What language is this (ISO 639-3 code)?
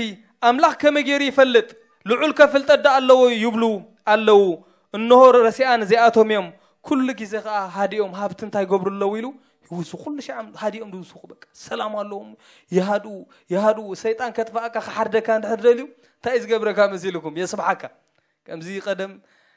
tir